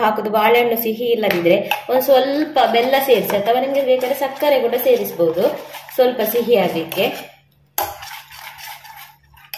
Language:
Kannada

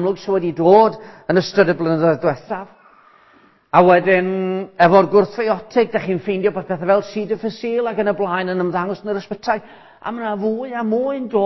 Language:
Welsh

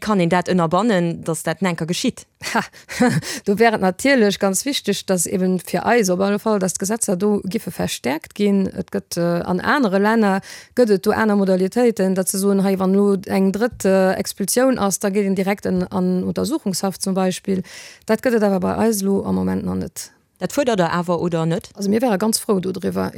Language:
Luxembourgish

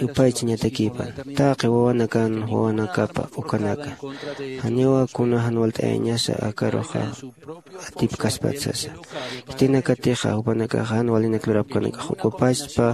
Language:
Aymara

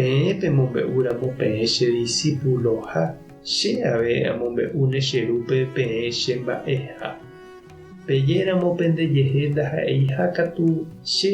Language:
Guarani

